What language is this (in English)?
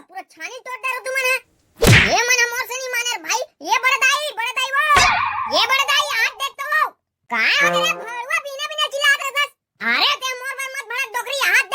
Chhattisgarhi